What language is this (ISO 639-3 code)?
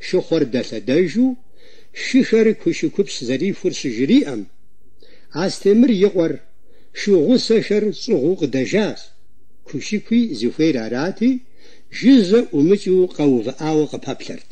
kbd